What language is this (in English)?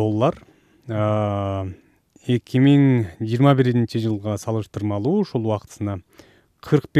Kyrgyz